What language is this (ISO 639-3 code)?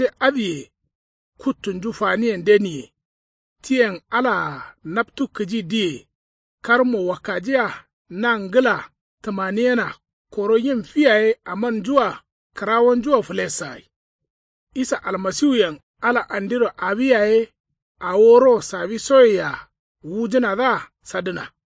kau